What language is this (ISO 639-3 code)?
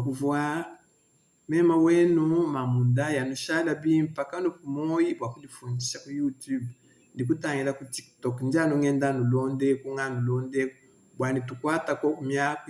lua